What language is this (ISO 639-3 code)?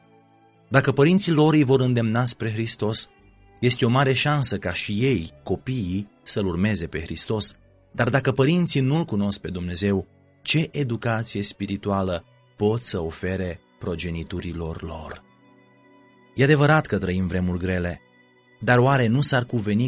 ron